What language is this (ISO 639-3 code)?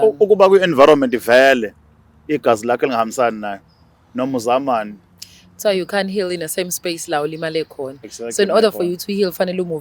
zul